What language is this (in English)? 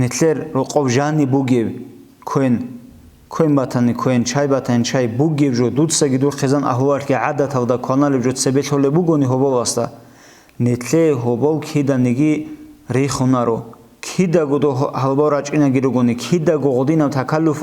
Avaric